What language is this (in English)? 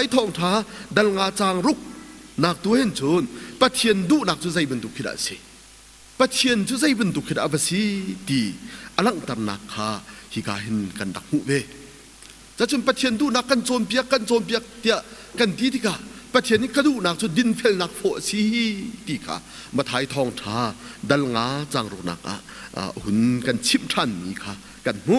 Hakha Chin